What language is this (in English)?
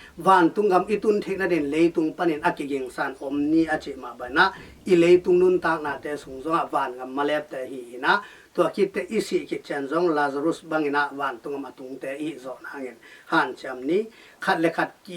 Tedim Chin